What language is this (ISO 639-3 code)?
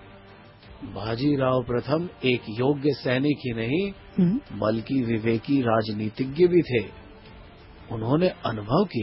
hin